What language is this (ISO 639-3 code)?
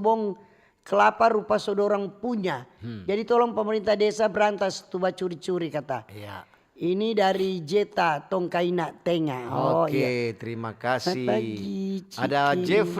xmm